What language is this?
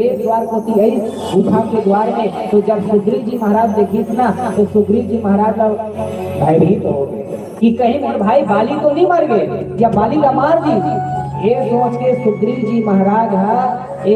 Chhattisgarhi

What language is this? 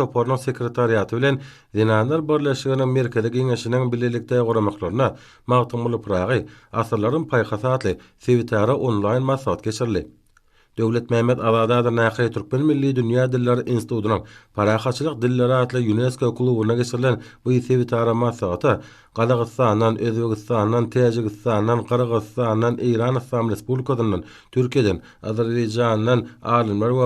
Turkmen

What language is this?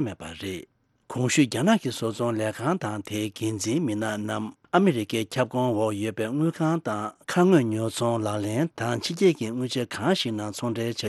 Tibetan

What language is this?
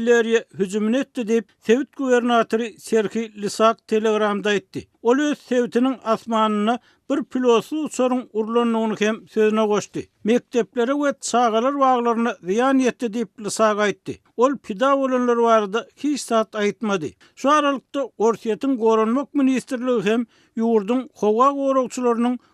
Turkmen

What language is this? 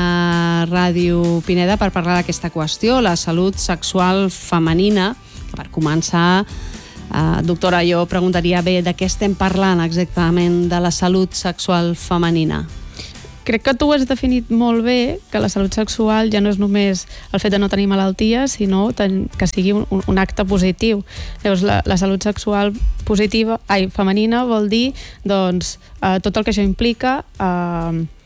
Catalan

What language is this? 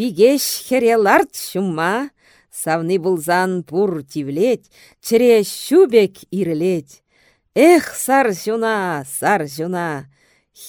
Chuvash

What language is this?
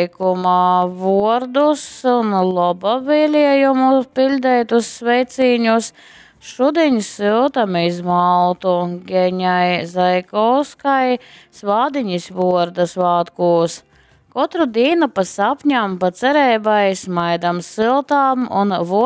Latgalian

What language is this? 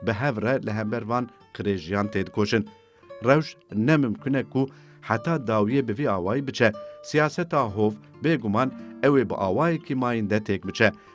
Kurdish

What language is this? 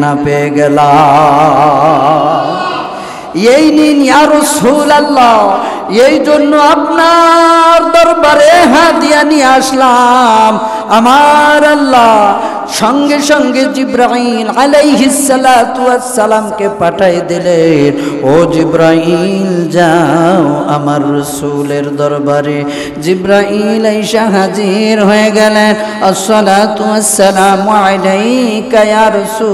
Bangla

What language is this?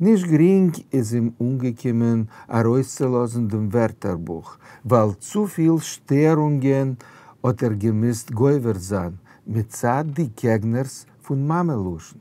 Yiddish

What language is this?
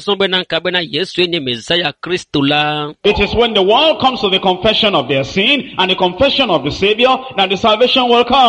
Ewe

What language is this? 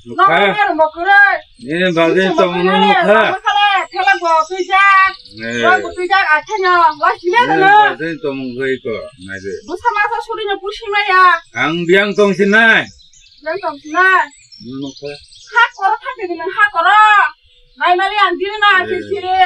Kok Borok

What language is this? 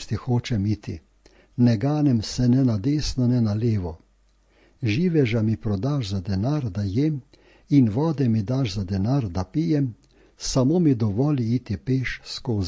Slovenian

